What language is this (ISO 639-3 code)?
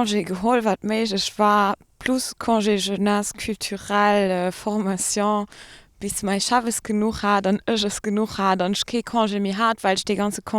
ltz